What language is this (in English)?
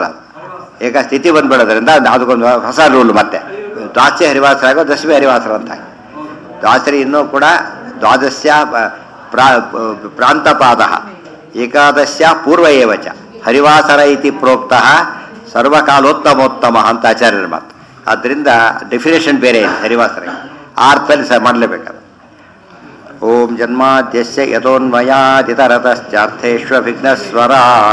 Kannada